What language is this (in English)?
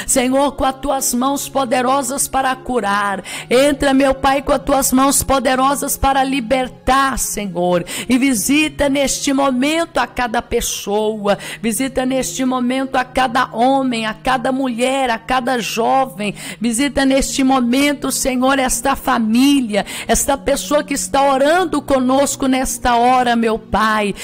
Portuguese